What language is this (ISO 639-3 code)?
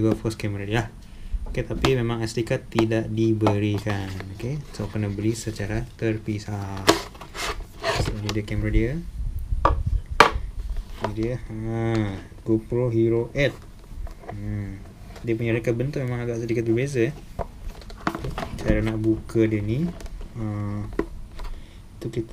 msa